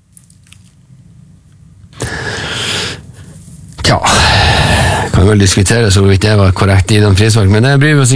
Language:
Norwegian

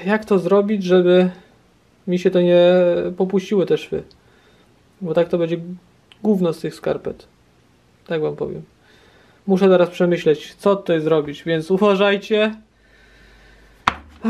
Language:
Polish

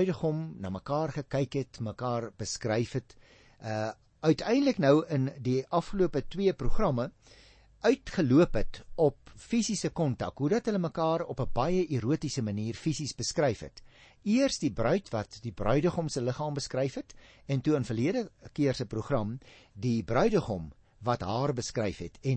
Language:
Afrikaans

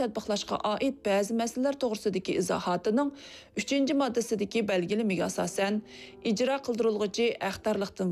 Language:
Uyghur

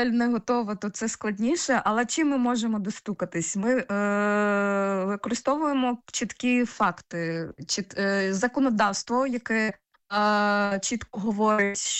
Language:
Ukrainian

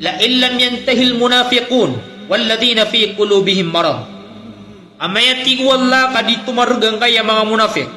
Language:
Maranao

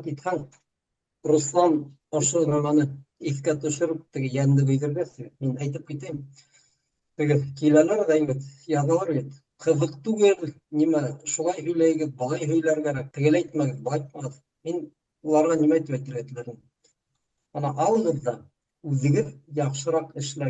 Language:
Bashkir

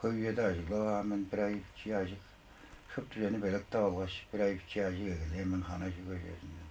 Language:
Tuvinian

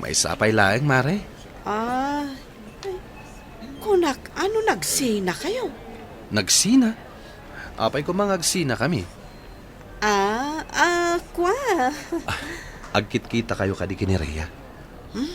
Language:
Iloko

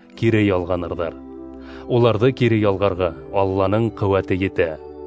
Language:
Bashkir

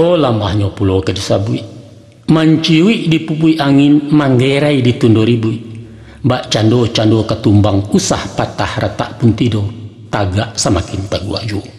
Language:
Minangkabau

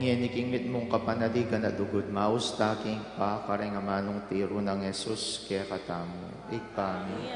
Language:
Pampanga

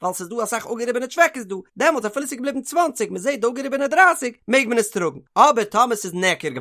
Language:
Yiddish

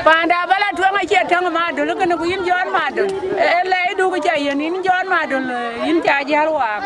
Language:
Dinka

